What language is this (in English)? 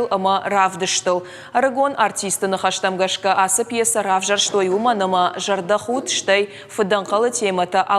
Ossetic